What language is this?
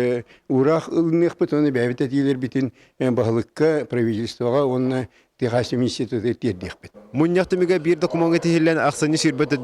Yakut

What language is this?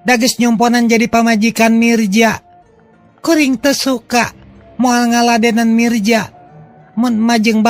Sundanese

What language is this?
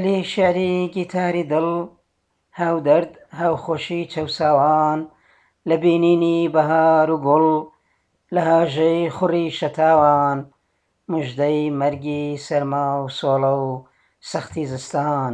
Central Kurdish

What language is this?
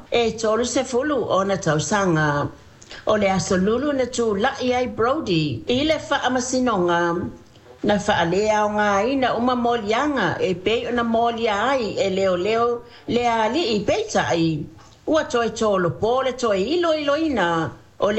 Samoan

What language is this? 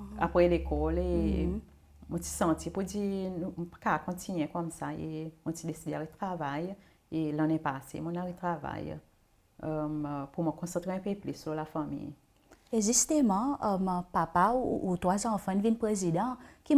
Seselwa Creole French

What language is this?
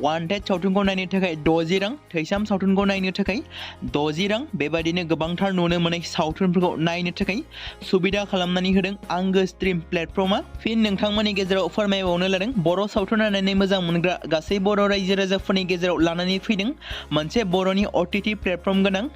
Bodo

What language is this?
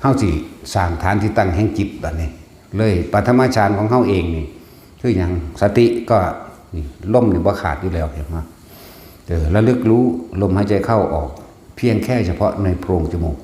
Northeastern Thai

